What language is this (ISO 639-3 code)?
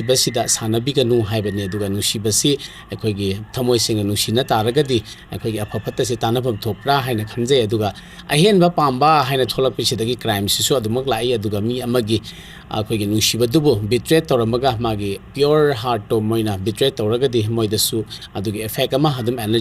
mni